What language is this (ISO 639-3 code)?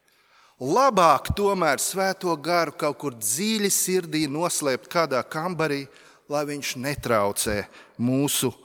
lav